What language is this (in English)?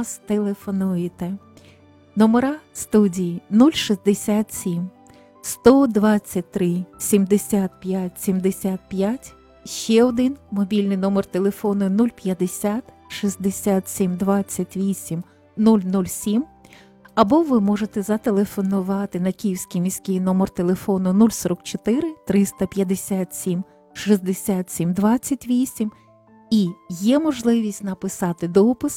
Ukrainian